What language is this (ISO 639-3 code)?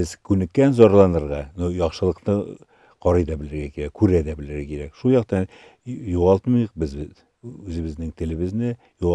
tat